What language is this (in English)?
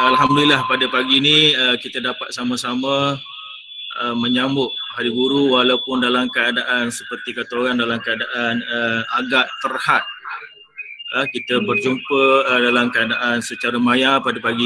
Malay